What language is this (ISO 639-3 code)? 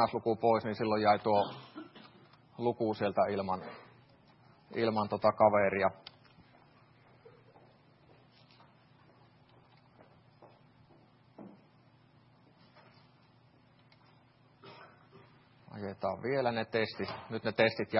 fin